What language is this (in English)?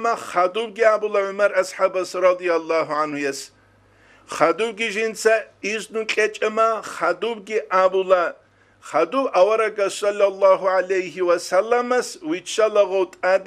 Avaric